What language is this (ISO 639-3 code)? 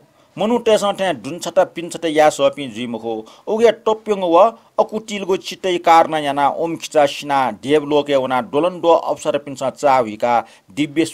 new